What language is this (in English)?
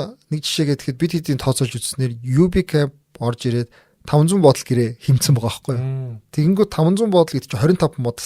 Mongolian